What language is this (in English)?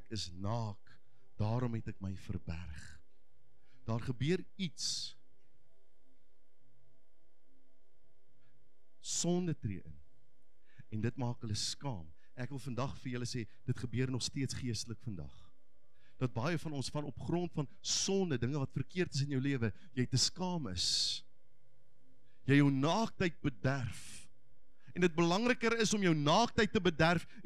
Afrikaans